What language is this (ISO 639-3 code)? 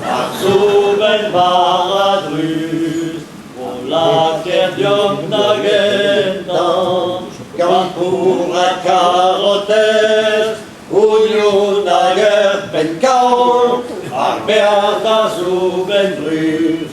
bre